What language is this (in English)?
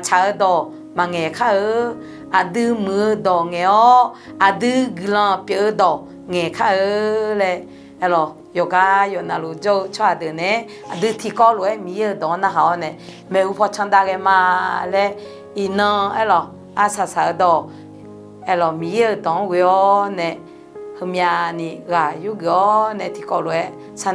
Akha